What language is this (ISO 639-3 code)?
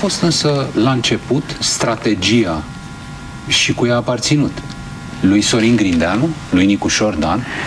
ron